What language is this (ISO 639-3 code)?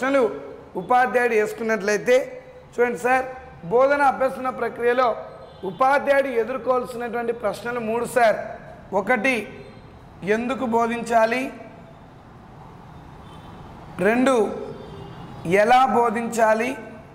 tel